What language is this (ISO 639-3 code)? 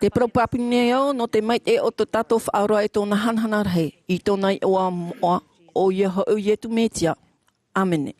tah